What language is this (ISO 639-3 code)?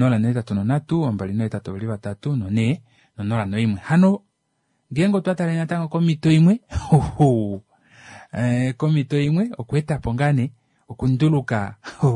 kua